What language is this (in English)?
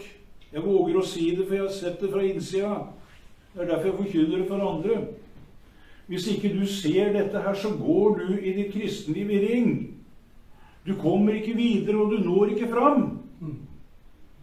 Norwegian